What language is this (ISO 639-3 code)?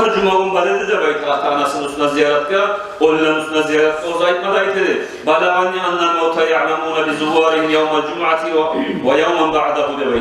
kum